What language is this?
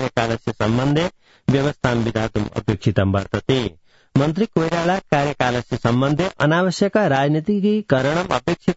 Sanskrit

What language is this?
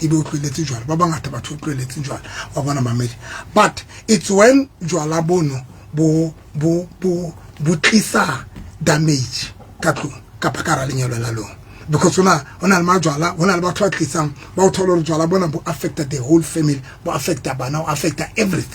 Southern Sotho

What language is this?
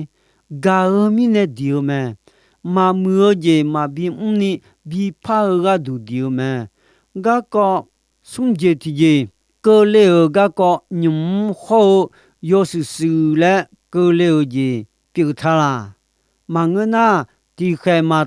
Akha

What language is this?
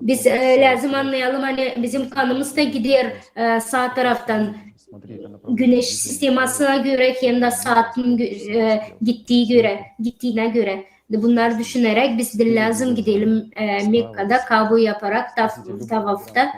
Gagauz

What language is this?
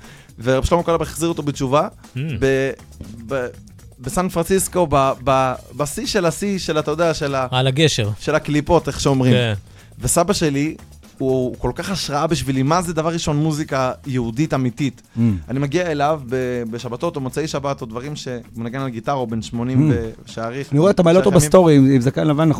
Hebrew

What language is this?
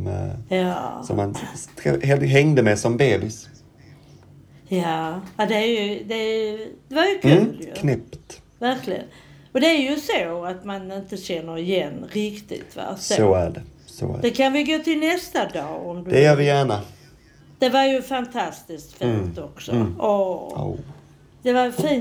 Swedish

